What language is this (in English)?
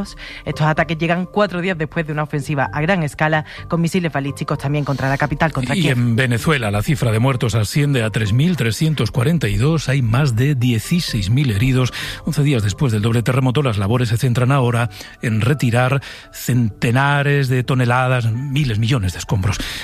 Spanish